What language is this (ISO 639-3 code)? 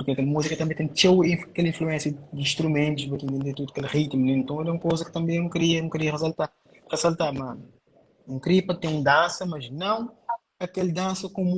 kea